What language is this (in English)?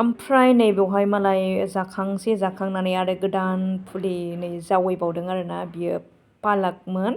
Bodo